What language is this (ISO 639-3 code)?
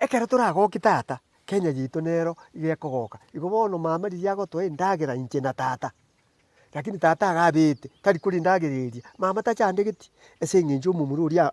guz